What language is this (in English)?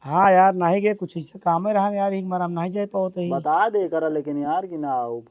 Awadhi